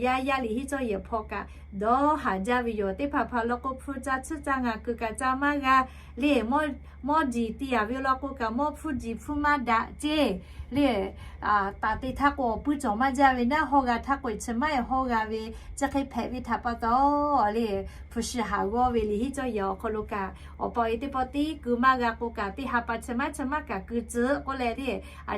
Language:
Lahu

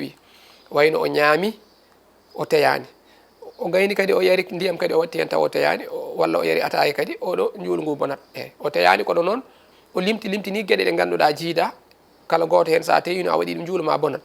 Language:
Fula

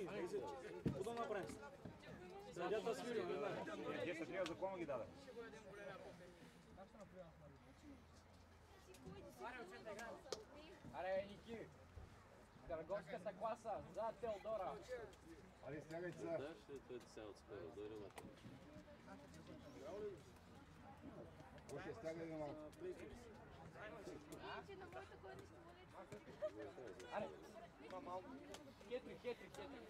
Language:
Bulgarian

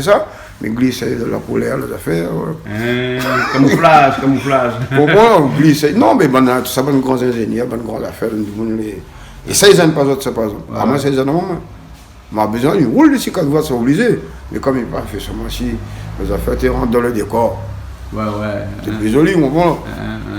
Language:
Réunion Creole French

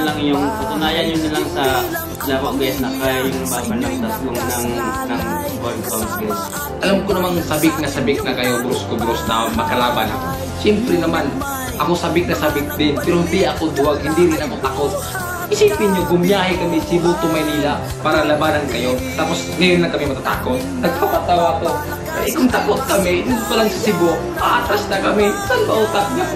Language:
Filipino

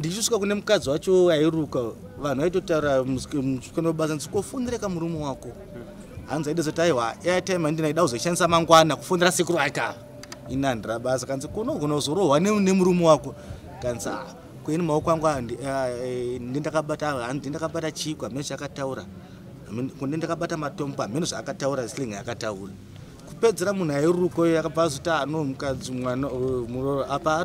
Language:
Shona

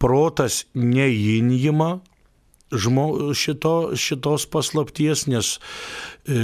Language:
Lithuanian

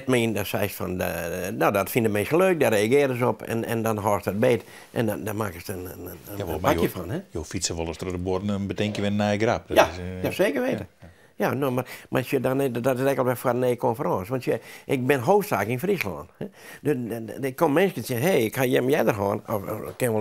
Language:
Western Frisian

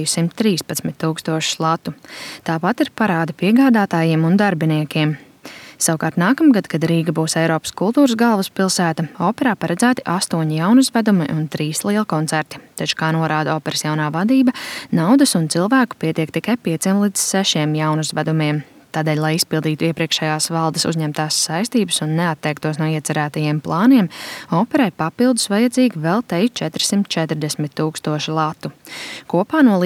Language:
Latvian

